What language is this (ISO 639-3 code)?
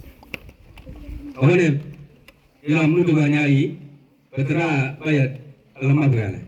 ksw